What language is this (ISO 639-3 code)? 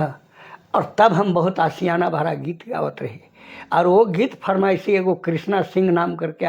sck